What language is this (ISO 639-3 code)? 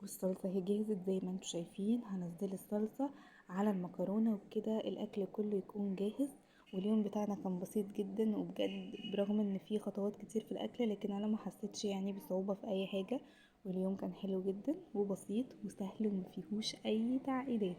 arz